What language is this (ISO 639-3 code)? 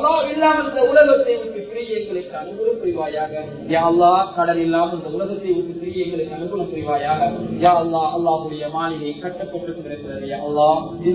tam